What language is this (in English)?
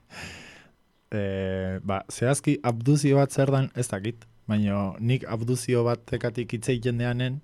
Basque